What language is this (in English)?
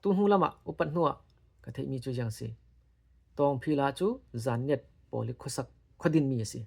Falam Chin